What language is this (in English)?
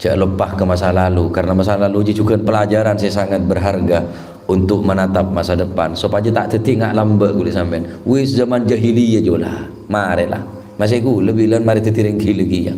Madurese